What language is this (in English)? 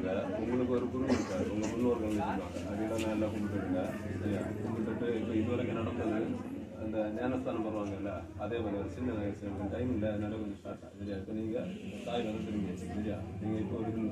Tamil